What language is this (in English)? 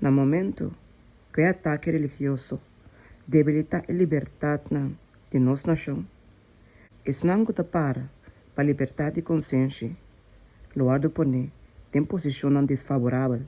Papiamento